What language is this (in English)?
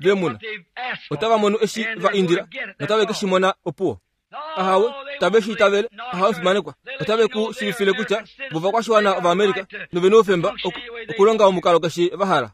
Kuanyama